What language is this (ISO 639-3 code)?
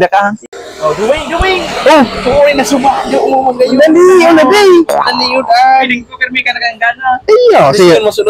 bik